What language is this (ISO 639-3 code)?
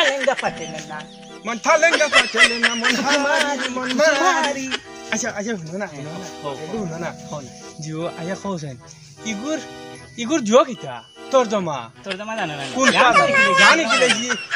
syl